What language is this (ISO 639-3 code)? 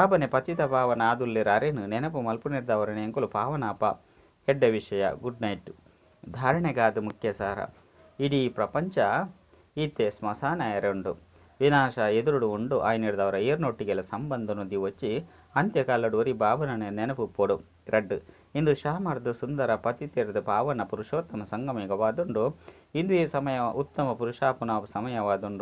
tcy